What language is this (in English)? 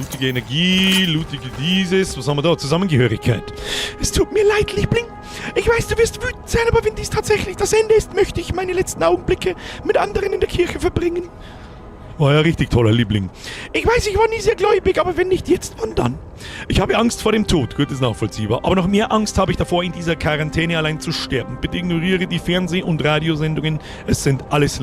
Bavarian